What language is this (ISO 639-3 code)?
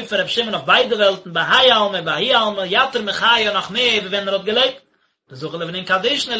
yid